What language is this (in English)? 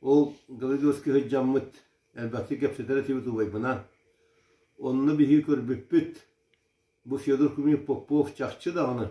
Yakut